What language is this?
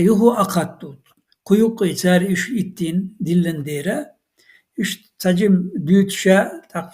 Chechen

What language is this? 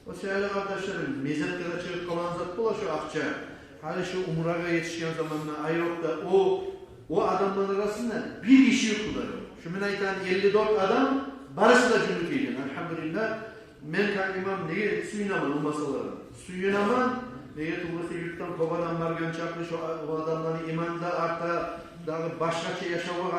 Kumyk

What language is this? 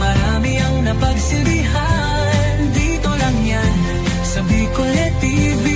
Bikol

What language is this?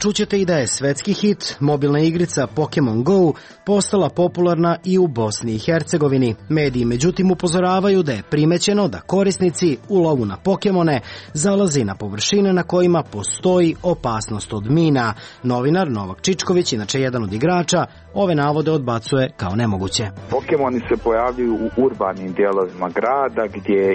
Serbian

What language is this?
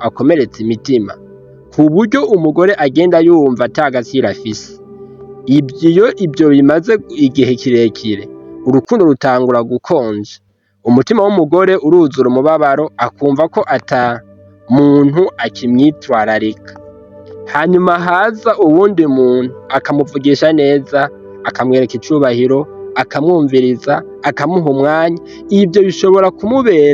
Rundi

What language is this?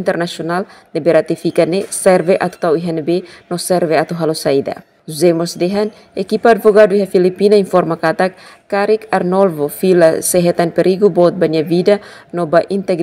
Tetum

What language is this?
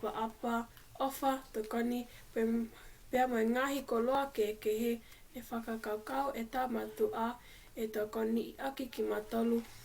Tongan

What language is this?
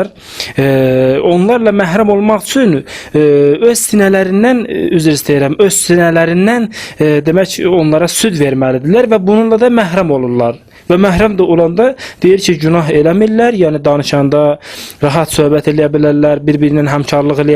Azerbaijani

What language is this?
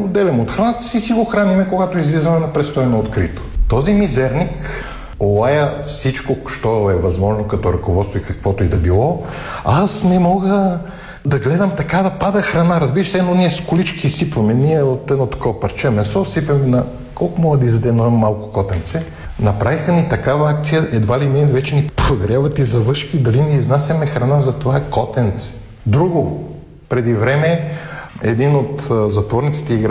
Bulgarian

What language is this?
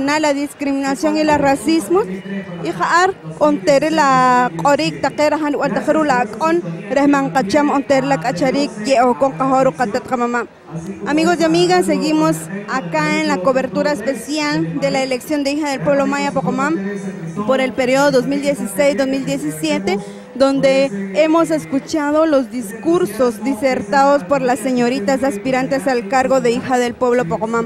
Spanish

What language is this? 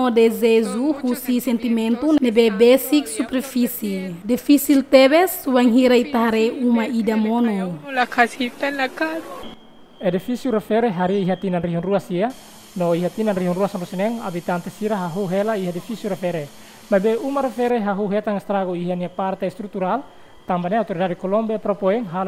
Tetum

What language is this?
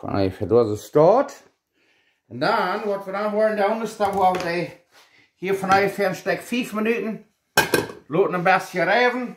Plautdietsch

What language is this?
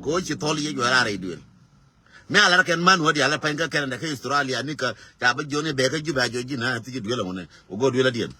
Nuer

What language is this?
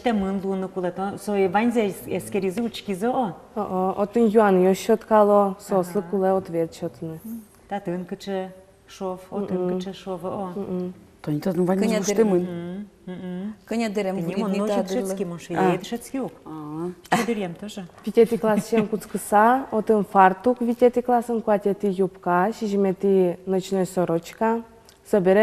Udmurt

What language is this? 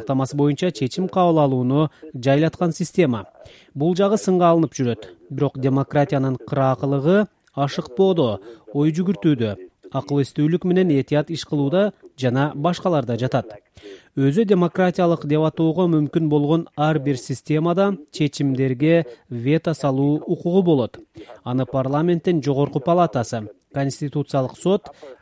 Kyrgyz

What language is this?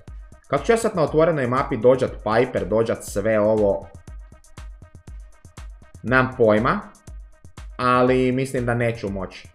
Croatian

